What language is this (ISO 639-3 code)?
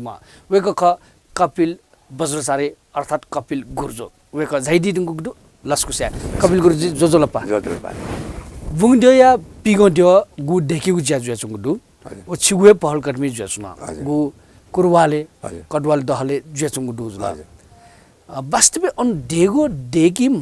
new